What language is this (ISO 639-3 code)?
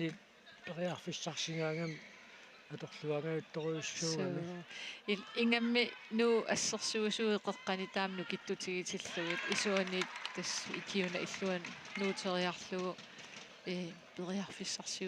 kal